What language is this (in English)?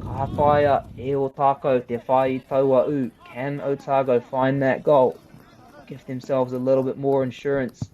Māori